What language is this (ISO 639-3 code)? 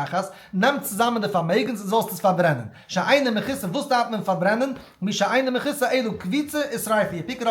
yid